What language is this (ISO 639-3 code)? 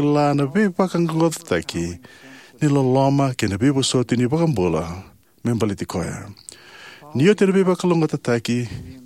fij